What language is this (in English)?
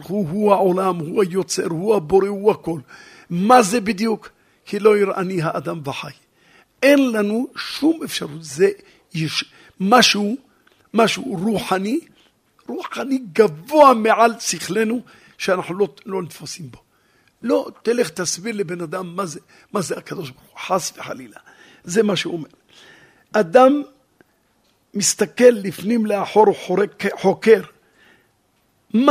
Hebrew